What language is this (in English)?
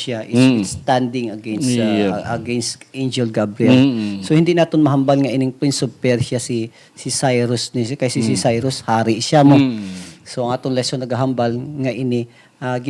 Hiligaynon